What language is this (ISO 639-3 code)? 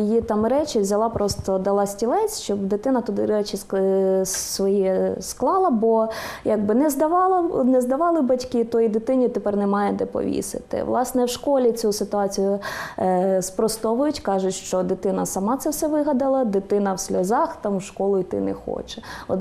ukr